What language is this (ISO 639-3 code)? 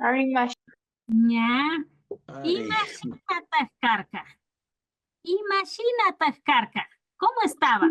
qvi